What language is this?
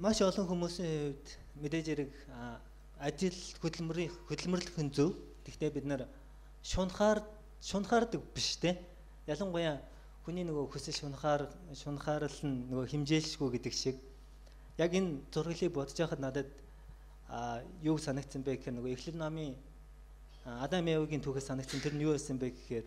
Mongolian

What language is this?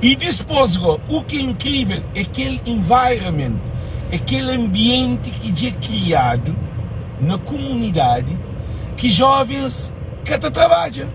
Kabuverdianu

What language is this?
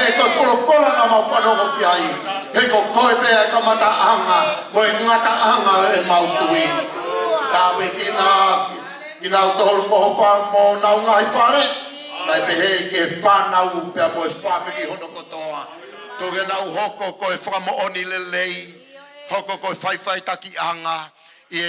Tongan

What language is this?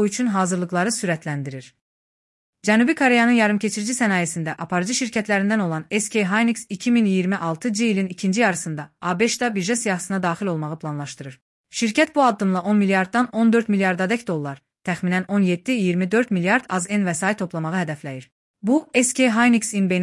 Azerbaijani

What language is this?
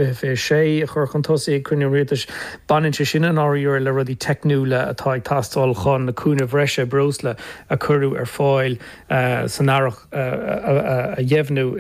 Irish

